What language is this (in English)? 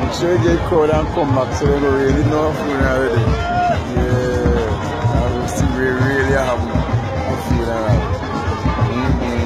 Jamaican Creole English